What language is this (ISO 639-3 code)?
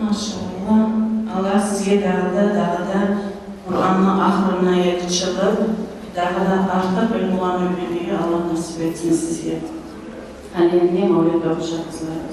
kum